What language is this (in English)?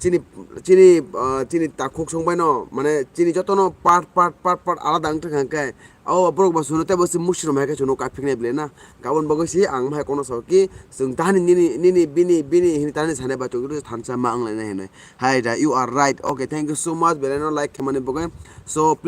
Kok Borok